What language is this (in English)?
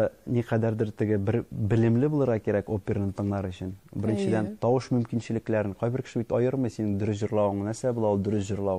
Tatar